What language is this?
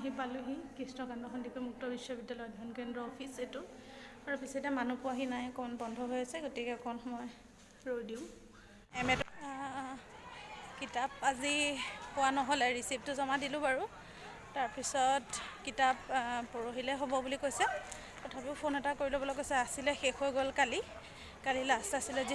Assamese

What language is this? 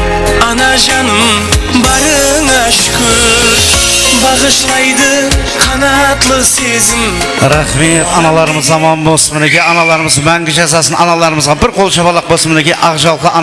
Kara-Kalpak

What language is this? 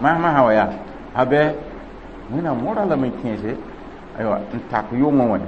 Mossi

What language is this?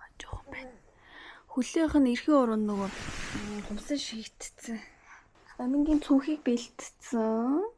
Mongolian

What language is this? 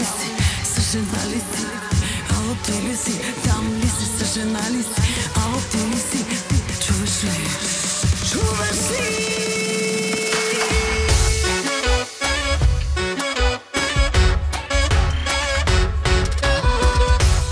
Bulgarian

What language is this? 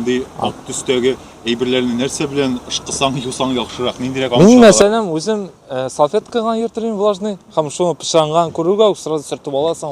Tatar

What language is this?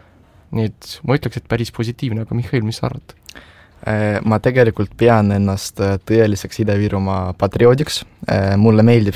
Estonian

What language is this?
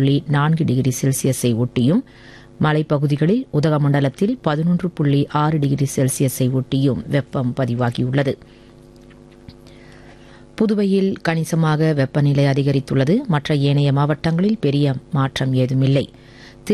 Tamil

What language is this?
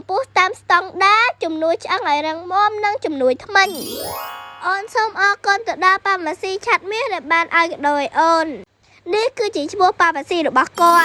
Khmer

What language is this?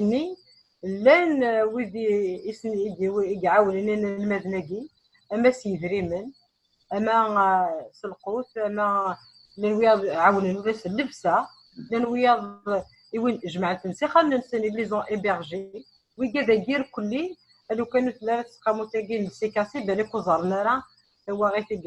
Kabyle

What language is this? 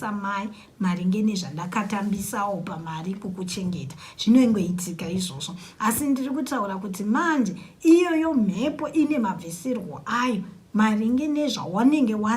Shona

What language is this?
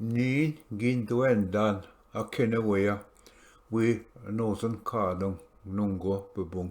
Ojibwa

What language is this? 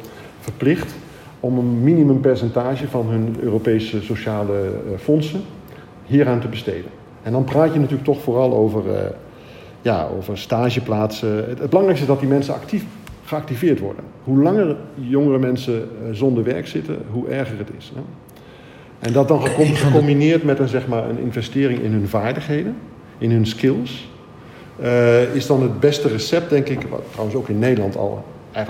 Dutch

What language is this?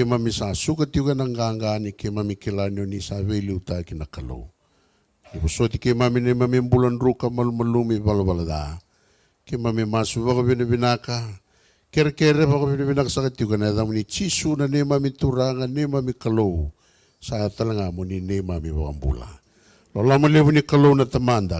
Fijian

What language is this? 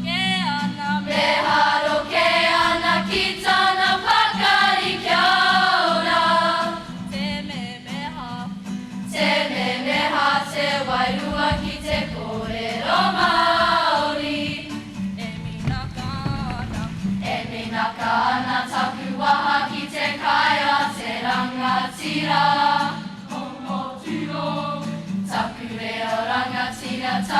Māori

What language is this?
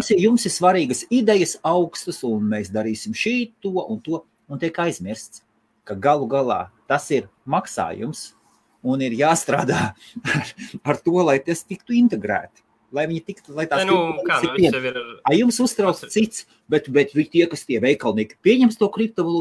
Latvian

